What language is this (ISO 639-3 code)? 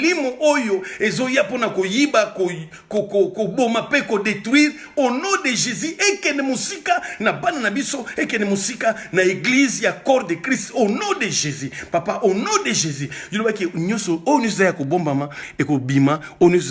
lin